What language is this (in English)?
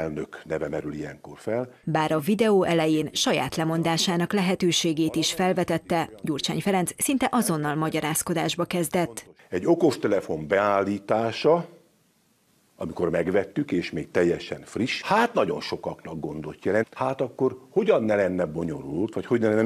Hungarian